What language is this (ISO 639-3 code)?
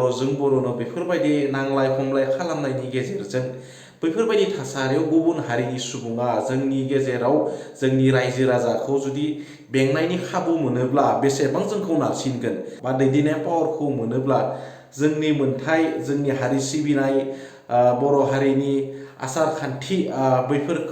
brx